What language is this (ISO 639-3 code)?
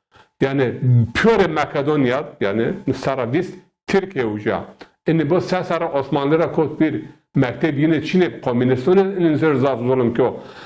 zza